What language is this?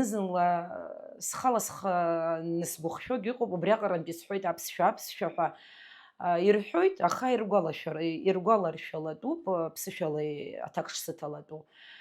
Abkhazian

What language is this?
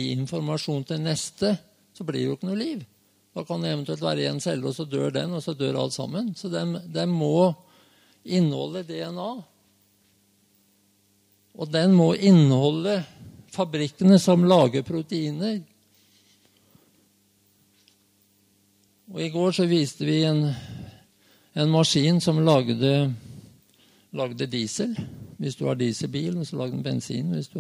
Norwegian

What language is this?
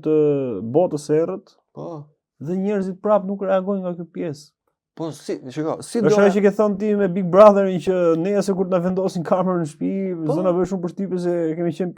Albanian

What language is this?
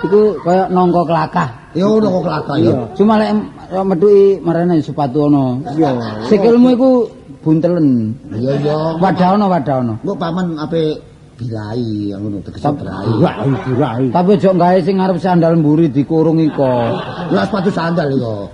Javanese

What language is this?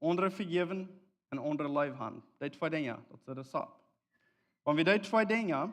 Plautdietsch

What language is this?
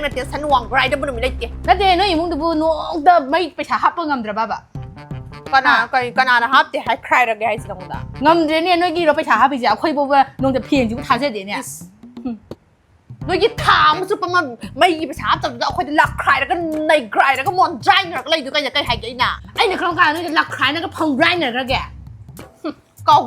Manipuri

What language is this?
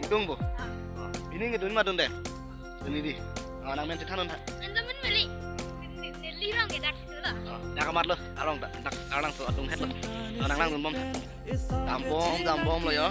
Karbi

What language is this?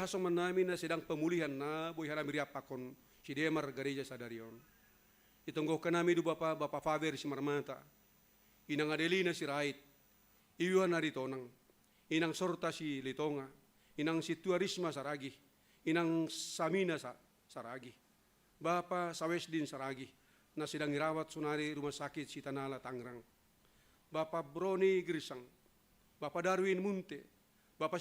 Batak Simalungun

